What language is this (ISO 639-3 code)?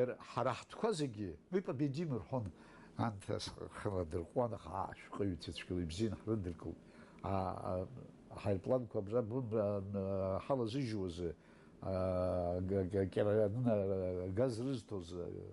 abk